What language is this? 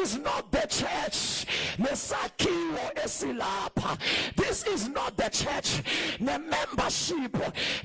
Zulu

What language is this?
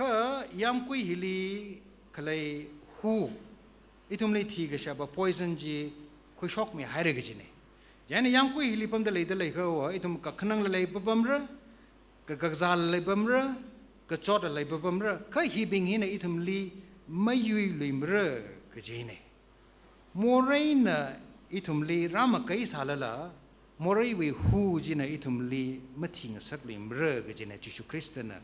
Tangkhul Naga (India)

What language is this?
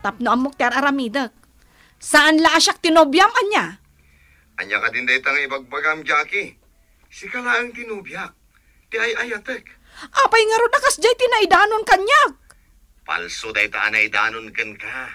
Iloko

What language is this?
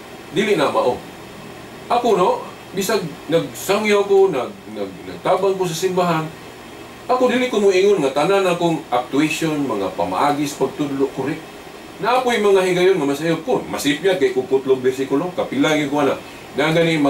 Cebuano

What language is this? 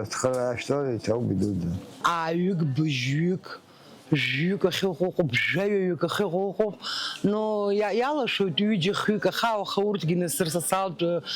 Abkhazian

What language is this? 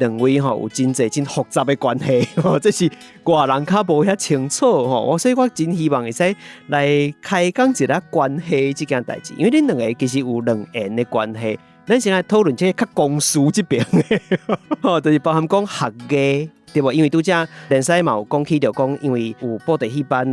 Min Nan Chinese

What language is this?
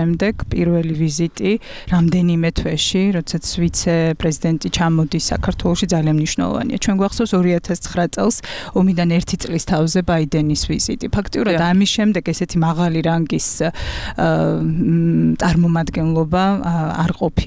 Georgian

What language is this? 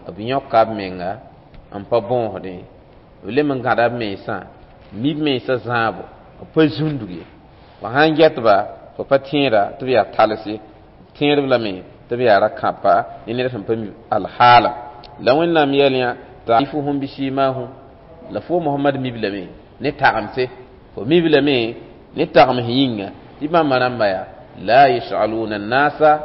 Mossi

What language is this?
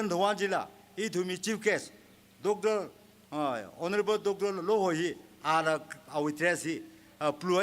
Tangkhul Naga (India)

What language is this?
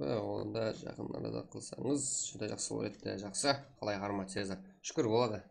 Kara-Kalpak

